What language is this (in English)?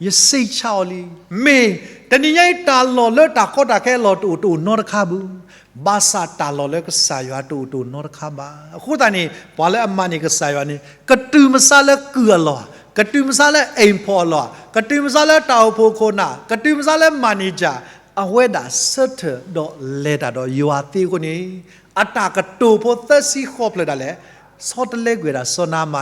S'gaw Karen